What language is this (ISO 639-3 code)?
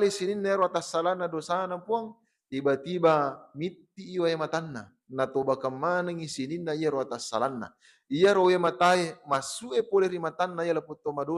bug